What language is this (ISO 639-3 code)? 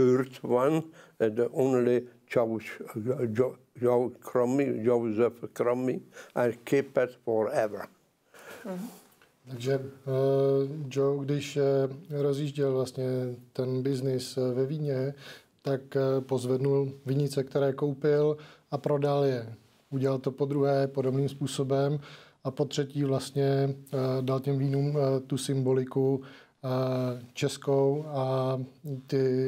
ces